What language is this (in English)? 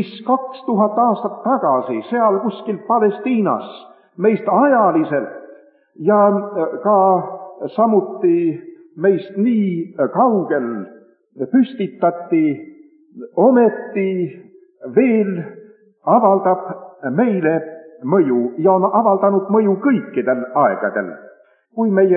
Estonian